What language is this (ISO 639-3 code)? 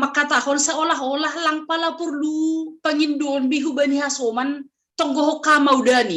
bts